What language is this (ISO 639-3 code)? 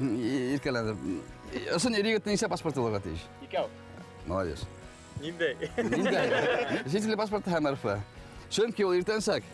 bak